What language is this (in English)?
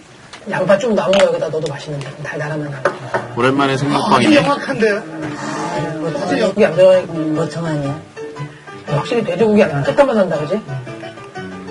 Korean